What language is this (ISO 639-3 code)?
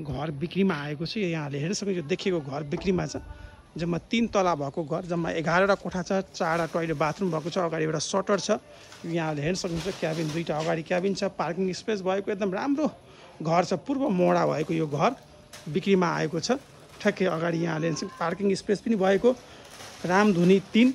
nep